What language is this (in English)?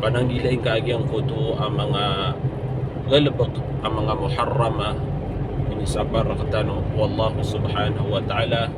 Maranao